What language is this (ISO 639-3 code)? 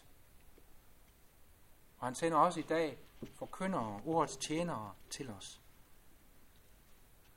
dan